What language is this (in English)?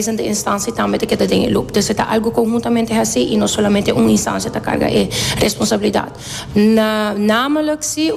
Papiamento